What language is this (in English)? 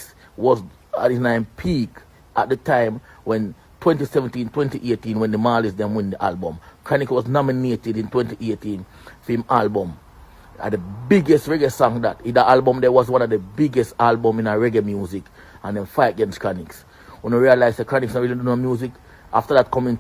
Jamaican Creole English